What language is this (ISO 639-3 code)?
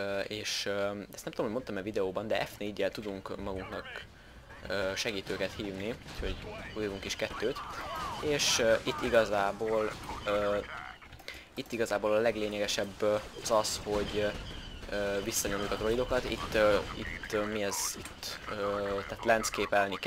hun